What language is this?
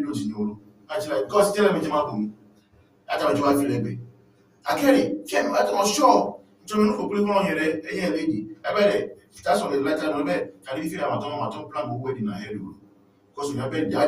Ewe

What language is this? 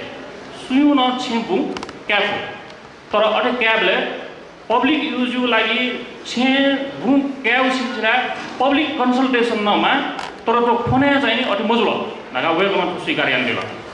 Newari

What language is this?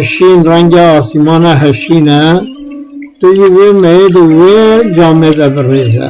Kurdish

